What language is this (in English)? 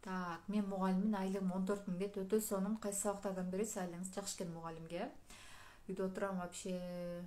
Kyrgyz